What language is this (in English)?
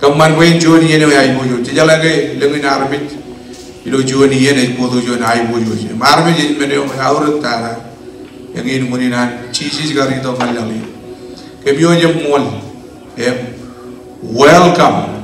Marshallese